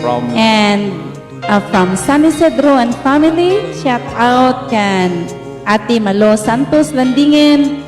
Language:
Waray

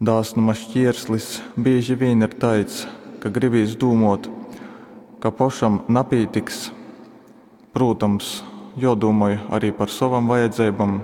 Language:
Latgalian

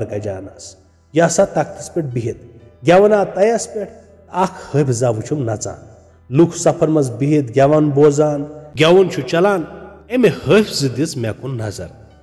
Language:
Kashmiri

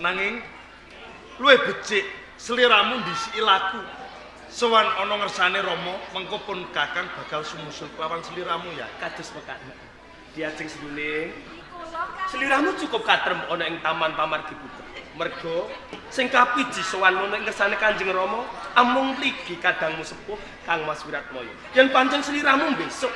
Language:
Javanese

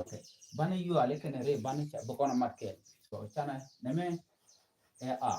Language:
Nuer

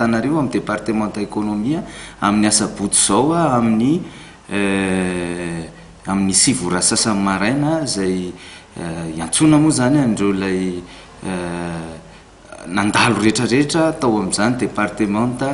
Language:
Malagasy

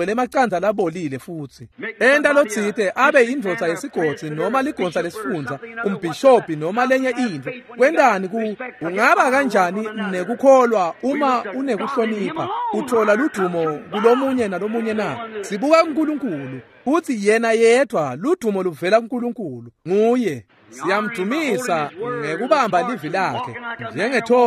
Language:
Swati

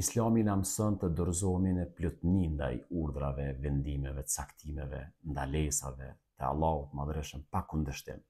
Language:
Albanian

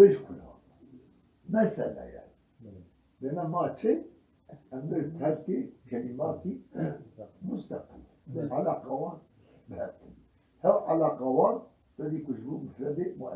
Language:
Kurdish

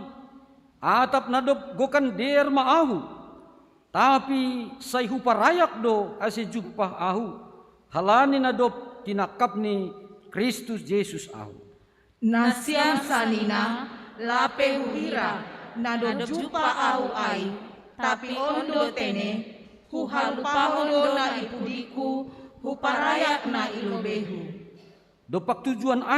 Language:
Batak Simalungun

